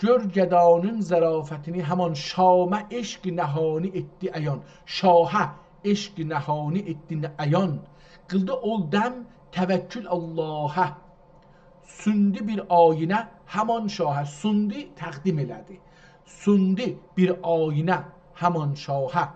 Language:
South Azerbaijani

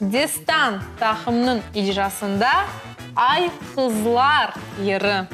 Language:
Crimean Tatar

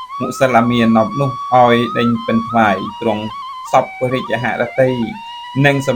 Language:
Khmer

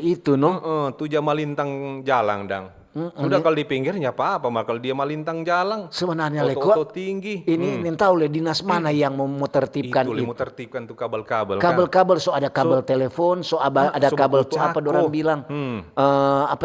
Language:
Manado Malay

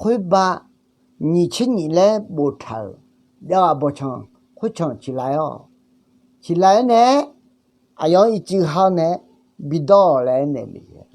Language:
Akha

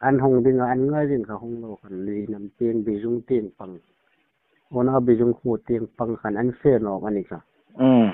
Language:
Hmar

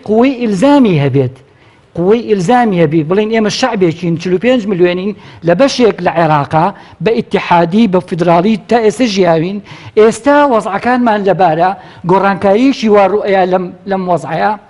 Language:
Central Kurdish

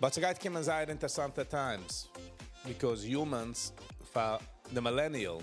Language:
Yiddish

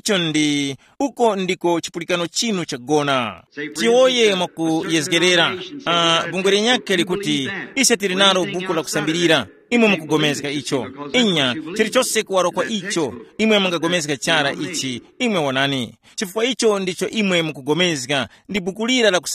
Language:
Tumbuka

